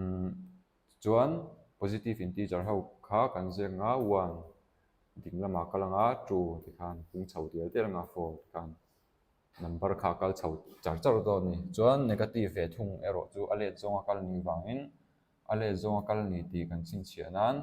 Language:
Mizo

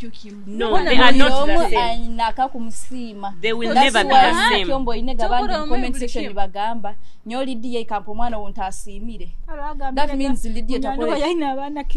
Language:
Nyoro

